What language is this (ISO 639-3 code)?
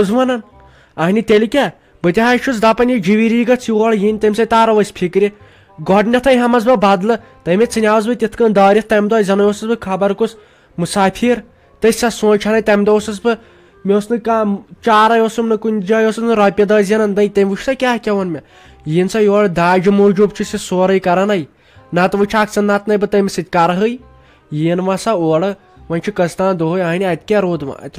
kas